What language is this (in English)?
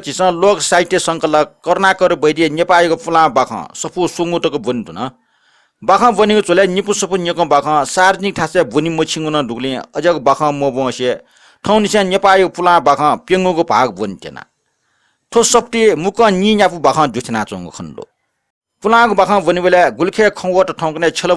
Newari